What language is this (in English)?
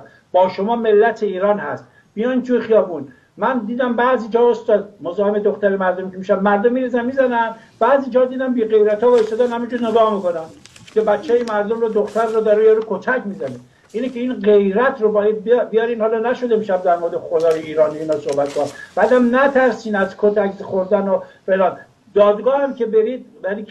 Persian